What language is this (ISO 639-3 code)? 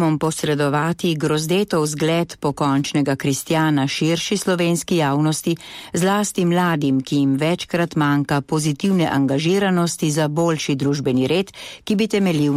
slv